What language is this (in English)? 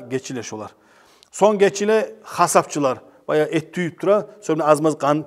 Kumyk